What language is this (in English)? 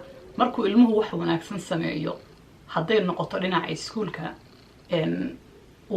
Somali